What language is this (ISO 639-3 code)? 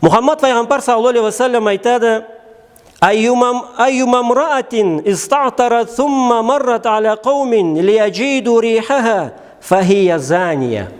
krc